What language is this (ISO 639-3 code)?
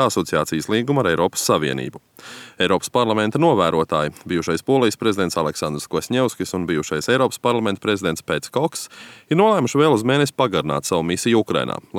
lav